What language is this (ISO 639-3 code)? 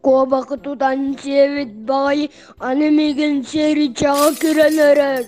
sah